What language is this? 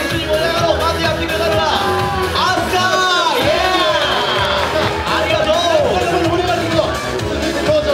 Japanese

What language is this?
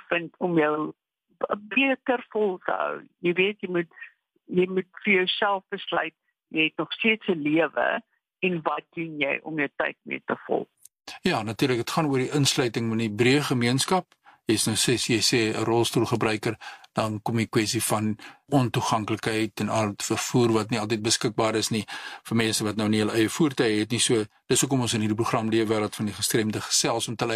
Afrikaans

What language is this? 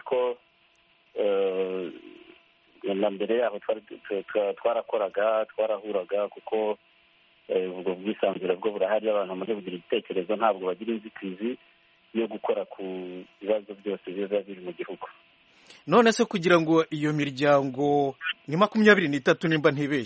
Kinyarwanda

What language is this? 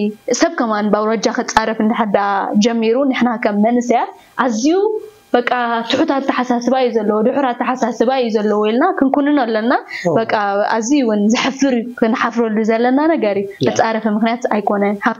Tigrinya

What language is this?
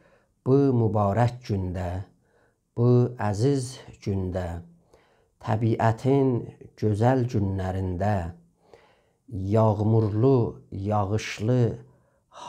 South Azerbaijani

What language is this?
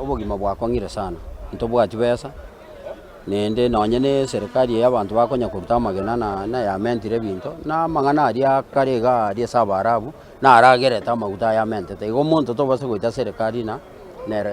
Gusii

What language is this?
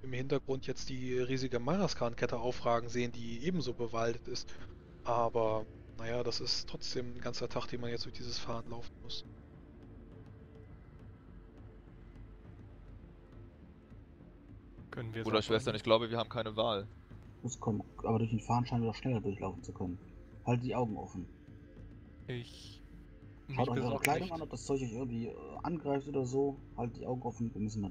German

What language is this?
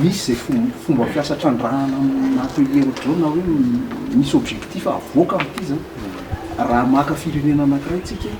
Malagasy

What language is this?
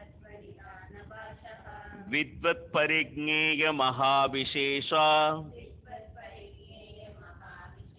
Tamil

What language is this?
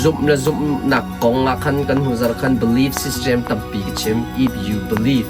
Hakha Chin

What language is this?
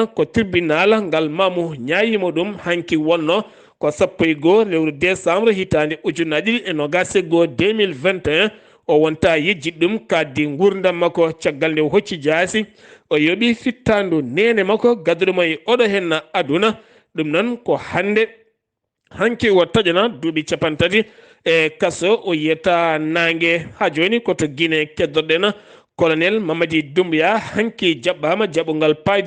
Fula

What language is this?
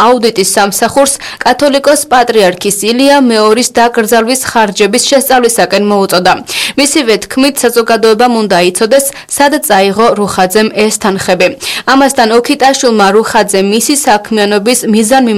Georgian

